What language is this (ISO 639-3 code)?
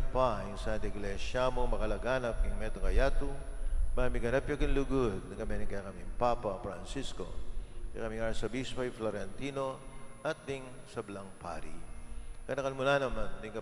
pam